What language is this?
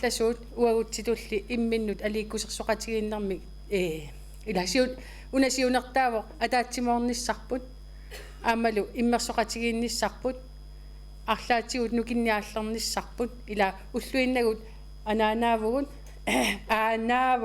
Kalaallisut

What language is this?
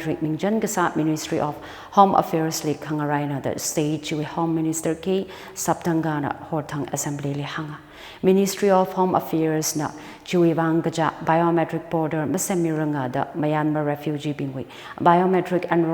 Tangkhul Naga (India)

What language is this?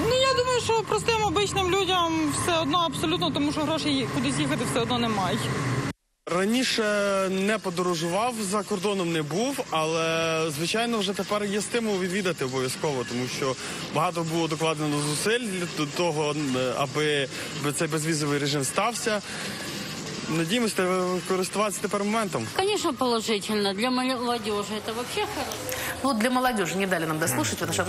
Ukrainian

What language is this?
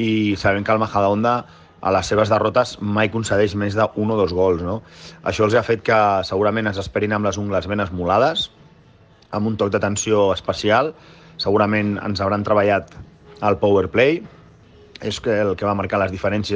Catalan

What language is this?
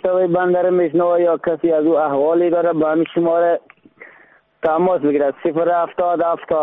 Persian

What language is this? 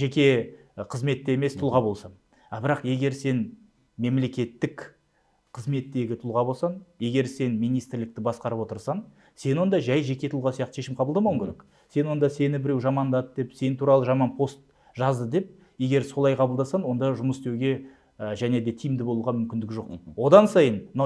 Kazakh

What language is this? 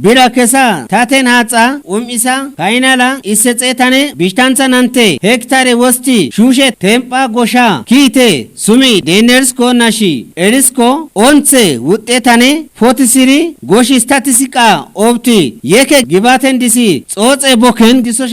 Kafa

